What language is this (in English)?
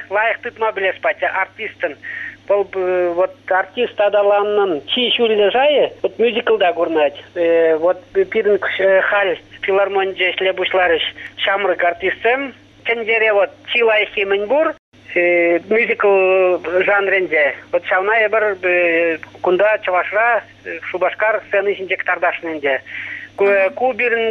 Chuvash